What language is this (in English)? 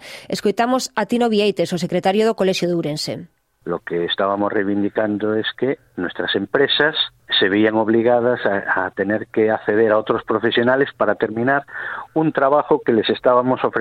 Galician